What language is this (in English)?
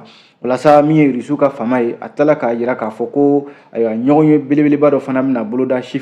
Bambara